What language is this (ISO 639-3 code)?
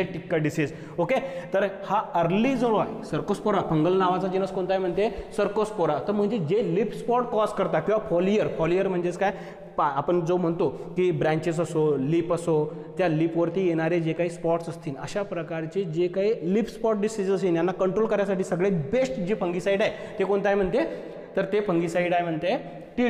mar